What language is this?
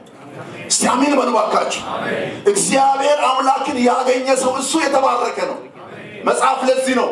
Amharic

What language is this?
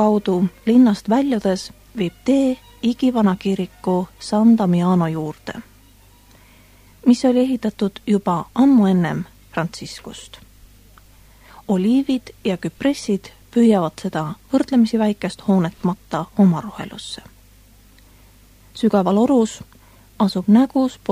Estonian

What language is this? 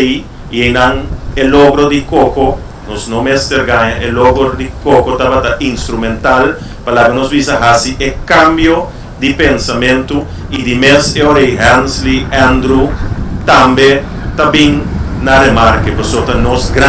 Papiamento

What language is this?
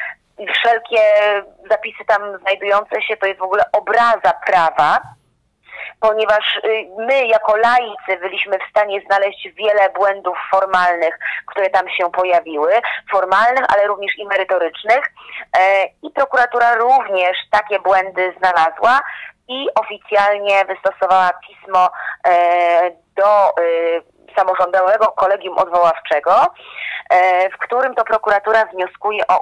Polish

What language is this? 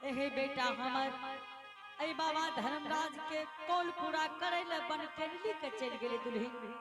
Angika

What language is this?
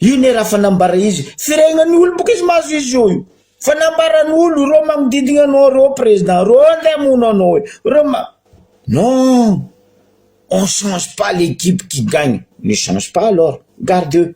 Malagasy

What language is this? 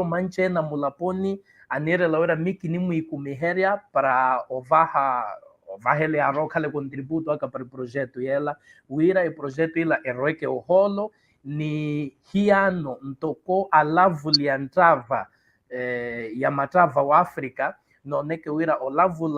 Makhuwa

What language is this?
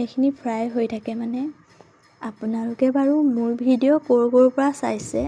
Assamese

